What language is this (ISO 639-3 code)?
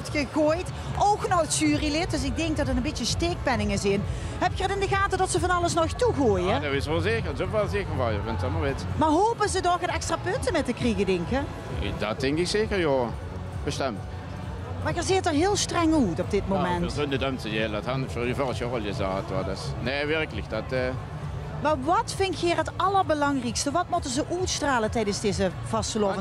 lim